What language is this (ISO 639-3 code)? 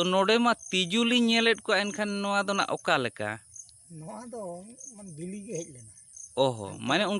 sat